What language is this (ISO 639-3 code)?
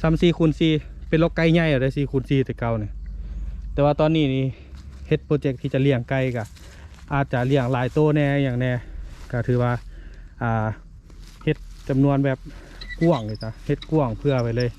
lao